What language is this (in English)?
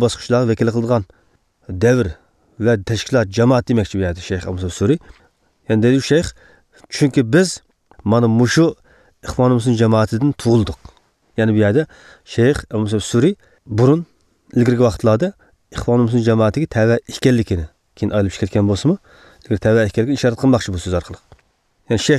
Uyghur